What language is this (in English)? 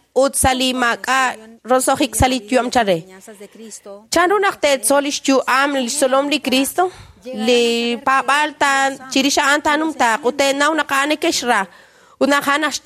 Kekchí